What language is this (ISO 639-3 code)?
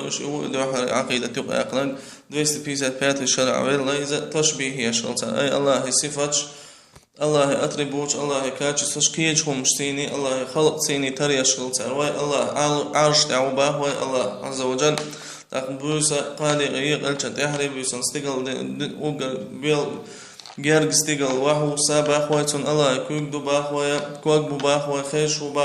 che